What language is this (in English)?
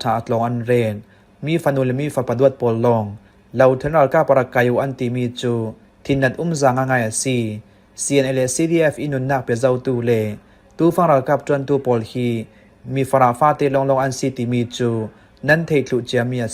Falam Chin